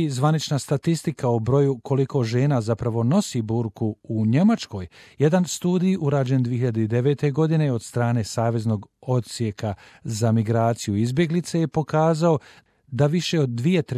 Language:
Bosnian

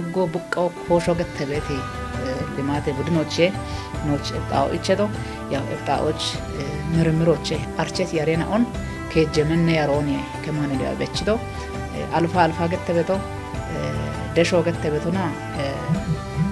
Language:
Kafa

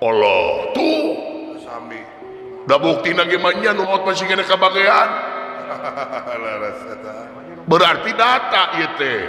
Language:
Sundanese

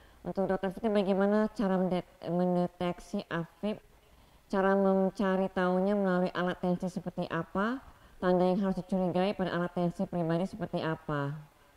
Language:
Indonesian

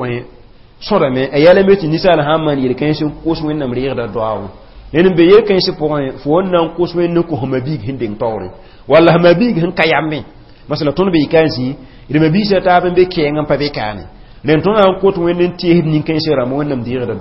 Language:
Mossi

